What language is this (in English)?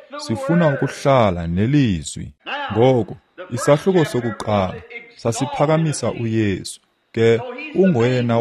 Xhosa